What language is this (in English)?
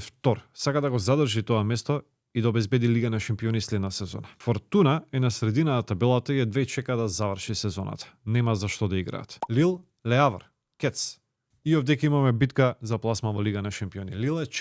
Macedonian